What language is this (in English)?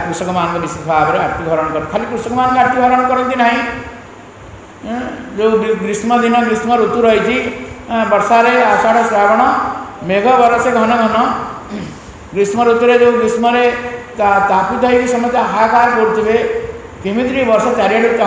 Odia